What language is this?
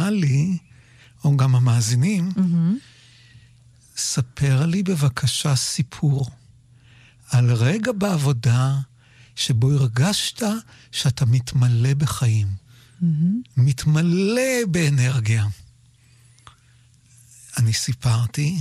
Hebrew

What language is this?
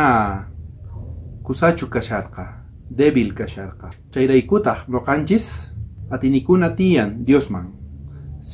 South Bolivian Quechua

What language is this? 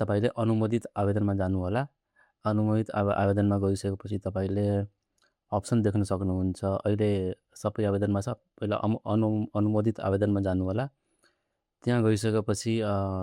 Nepali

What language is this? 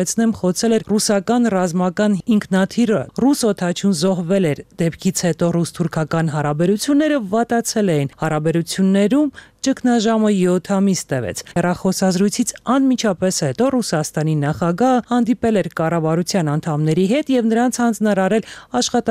Armenian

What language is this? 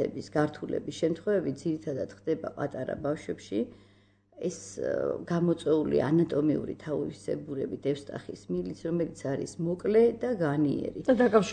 Georgian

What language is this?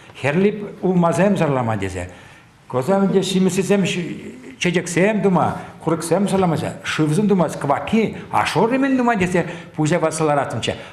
Chuvash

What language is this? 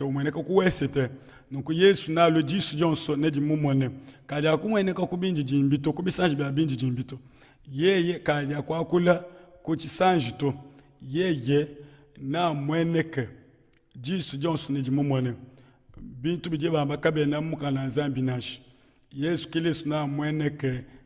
Luba-Lulua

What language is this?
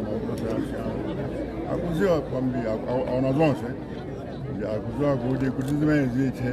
Nyanja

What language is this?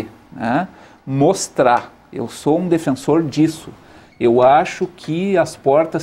Portuguese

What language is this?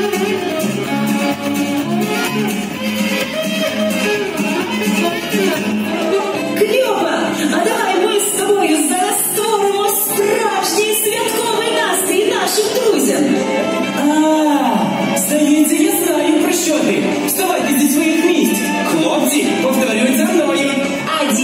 Ukrainian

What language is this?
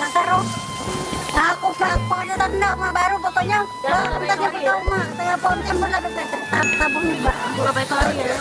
Musi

